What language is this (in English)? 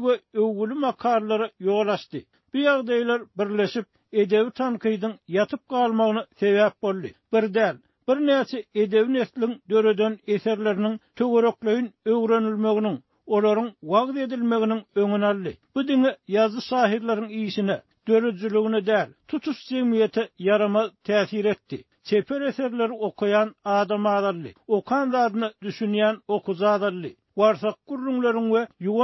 Turkmen